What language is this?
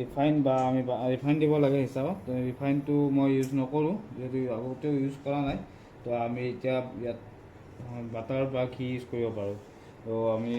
Assamese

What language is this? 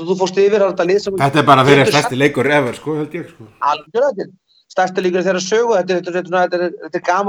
Icelandic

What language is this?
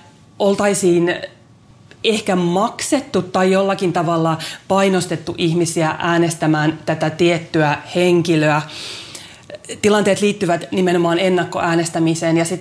Finnish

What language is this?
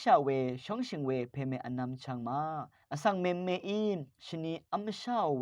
Rawang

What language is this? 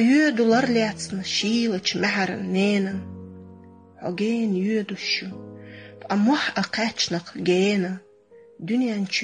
Chechen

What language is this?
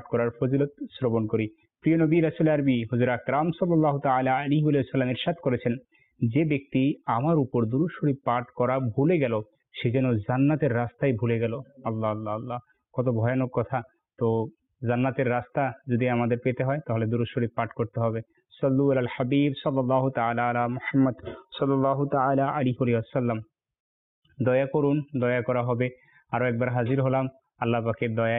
Bangla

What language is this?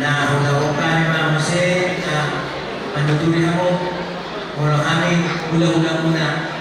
Batak Toba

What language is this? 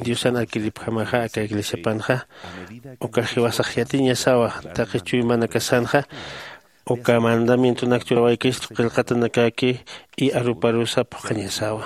Aymara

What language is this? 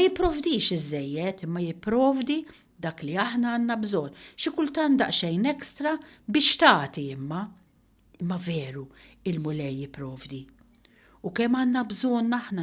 Maltese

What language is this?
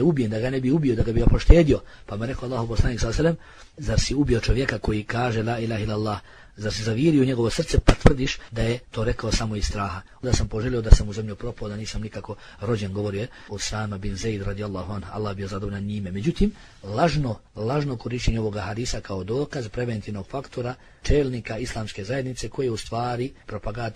Bosnian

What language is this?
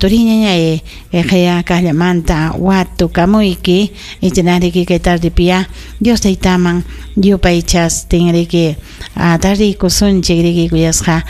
Ayacucho Quechua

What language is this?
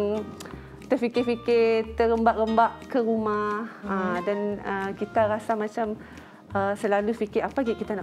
Malay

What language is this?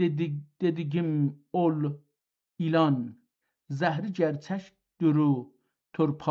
South Azerbaijani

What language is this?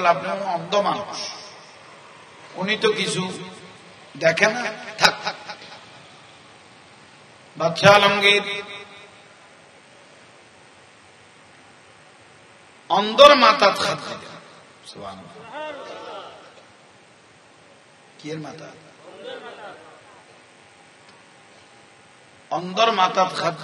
Bangla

